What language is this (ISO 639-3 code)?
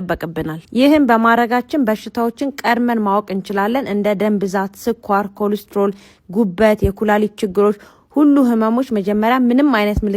amh